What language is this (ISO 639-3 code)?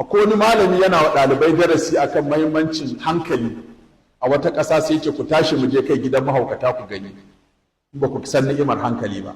hau